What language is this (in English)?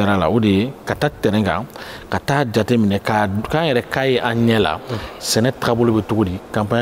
Bambara